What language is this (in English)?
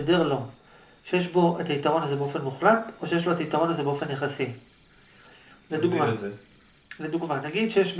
Hebrew